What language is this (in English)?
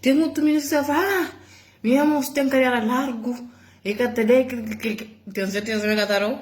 Kabuverdianu